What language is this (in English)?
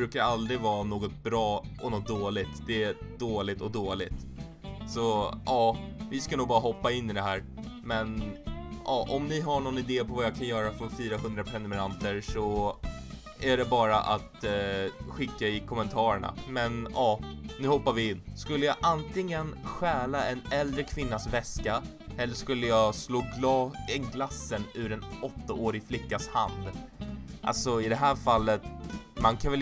Swedish